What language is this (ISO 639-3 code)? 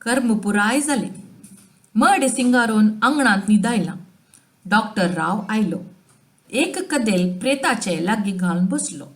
kok